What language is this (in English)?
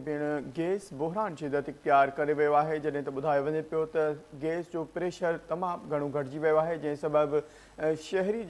Sindhi